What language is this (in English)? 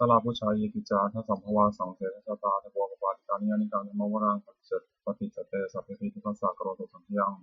Pali